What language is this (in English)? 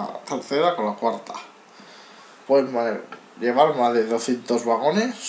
Spanish